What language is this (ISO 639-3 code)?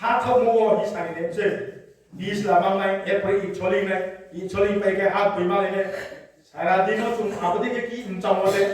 ria